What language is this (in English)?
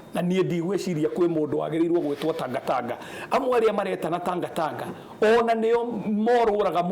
Kikuyu